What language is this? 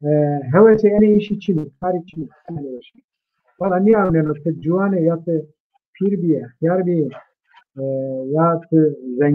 Zaza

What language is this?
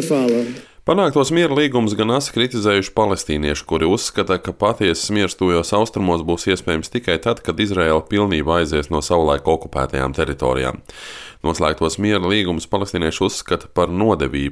Latvian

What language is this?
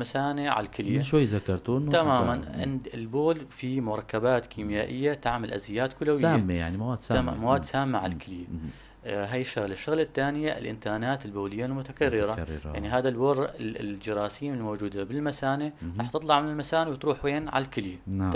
North Levantine Arabic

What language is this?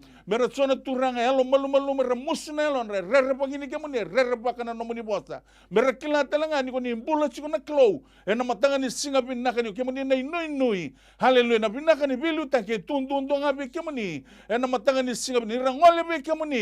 Fijian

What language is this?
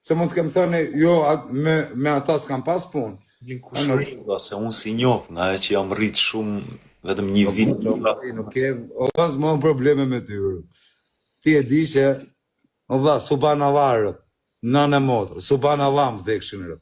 Albanian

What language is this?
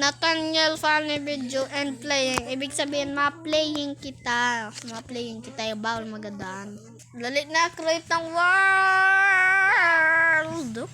Bikol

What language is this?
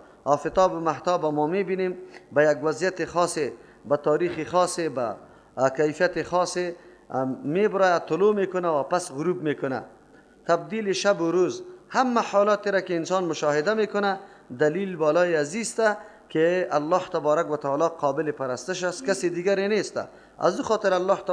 Persian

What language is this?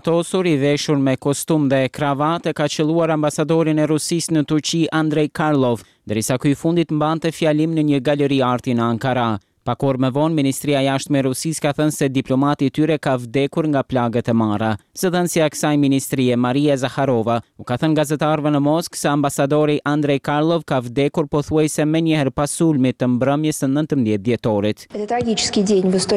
Albanian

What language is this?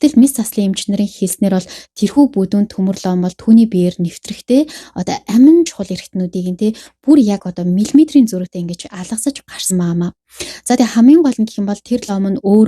Mongolian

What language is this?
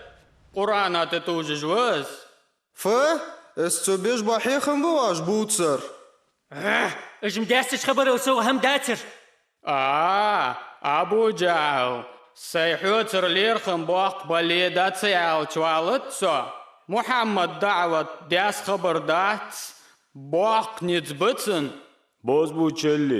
Ingush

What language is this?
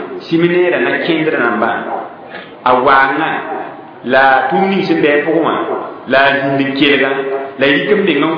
Mossi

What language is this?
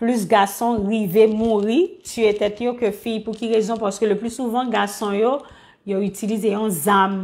Haitian Creole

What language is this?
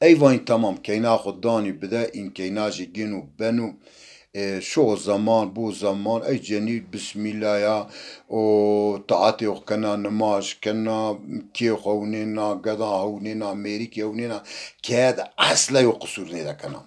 Zaza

